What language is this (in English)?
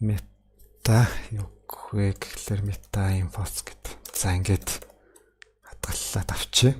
Mongolian